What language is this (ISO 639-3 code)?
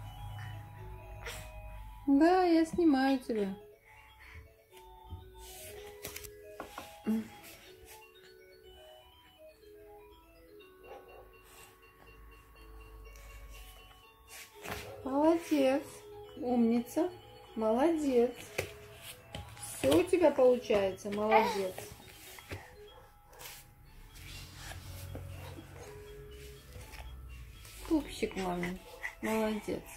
rus